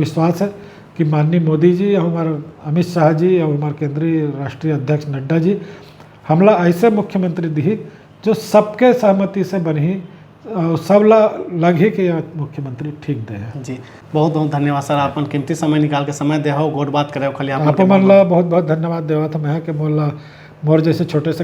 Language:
Chhattisgarhi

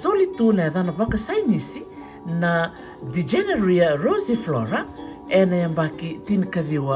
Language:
Fijian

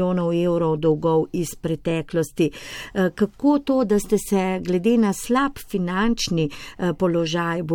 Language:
Slovenian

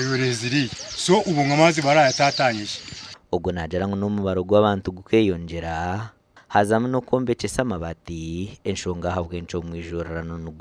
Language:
Nyankole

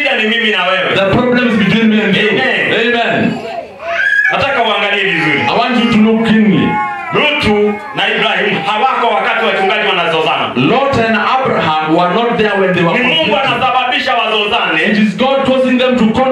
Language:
Swahili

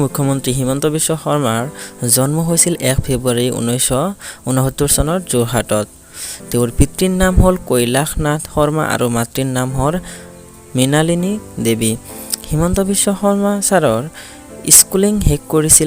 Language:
Assamese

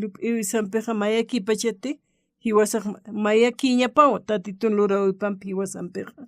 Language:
Aymara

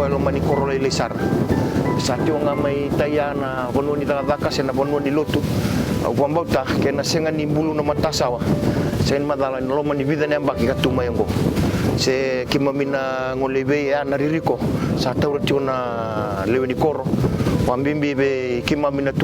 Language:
Fijian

